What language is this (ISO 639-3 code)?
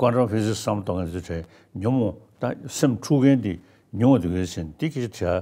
bod